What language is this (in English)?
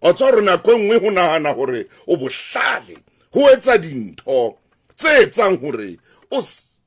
Southern Sotho